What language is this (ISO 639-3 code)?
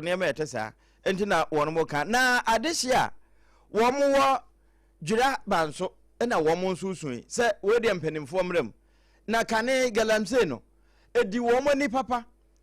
aka